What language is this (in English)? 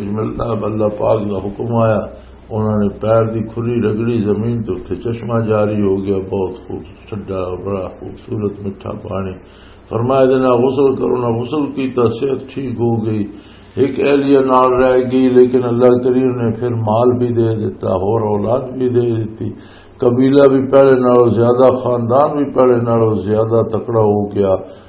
Western Panjabi